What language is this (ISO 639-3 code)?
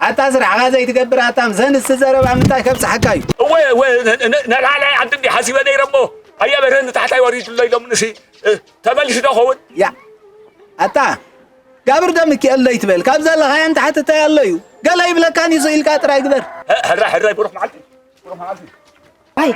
tir